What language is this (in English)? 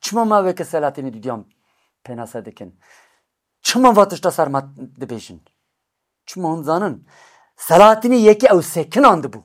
Kurdish